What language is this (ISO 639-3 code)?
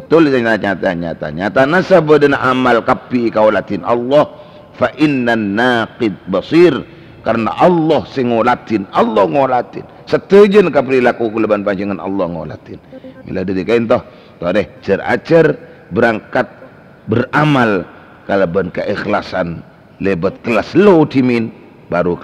mad